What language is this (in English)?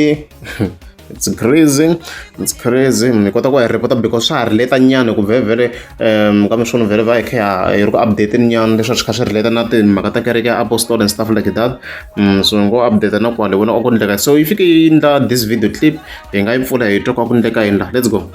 Tsonga